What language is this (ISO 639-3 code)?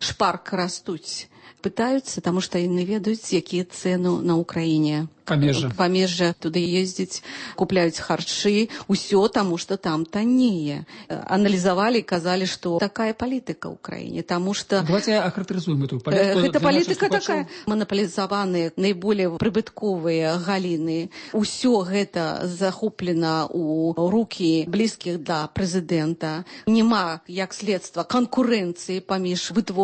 bel